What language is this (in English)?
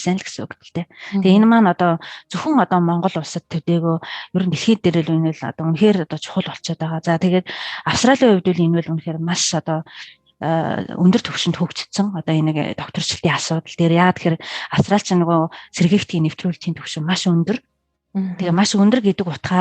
Mongolian